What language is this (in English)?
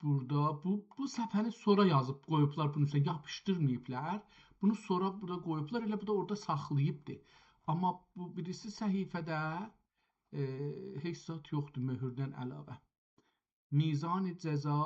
South Azerbaijani